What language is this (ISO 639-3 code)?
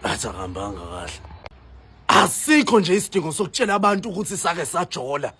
zul